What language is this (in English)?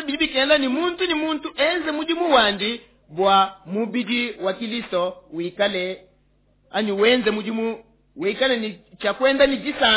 Luba-Lulua